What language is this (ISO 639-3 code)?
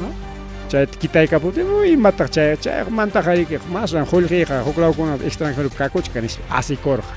quy